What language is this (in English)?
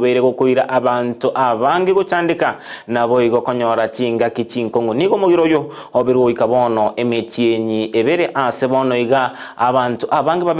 Gusii